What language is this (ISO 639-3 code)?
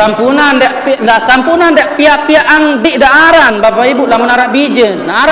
sas